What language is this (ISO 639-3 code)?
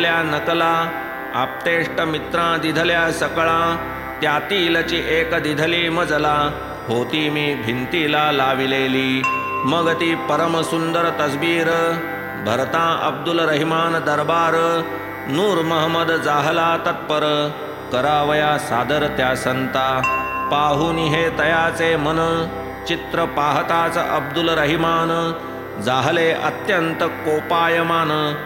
mar